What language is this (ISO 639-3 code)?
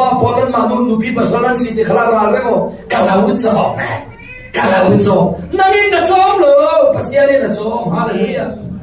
cfm